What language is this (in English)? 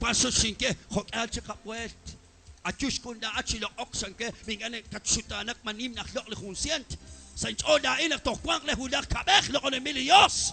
Kekchí